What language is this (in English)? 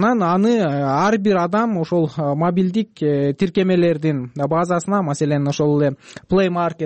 Kyrgyz